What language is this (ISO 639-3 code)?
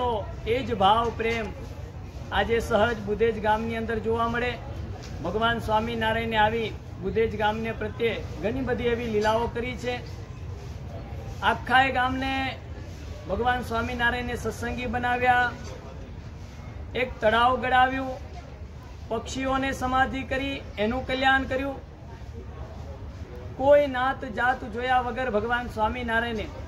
guj